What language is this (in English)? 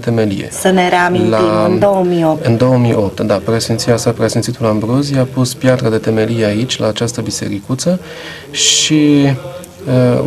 Romanian